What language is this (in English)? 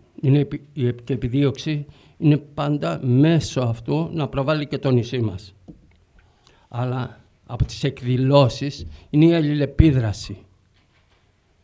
Greek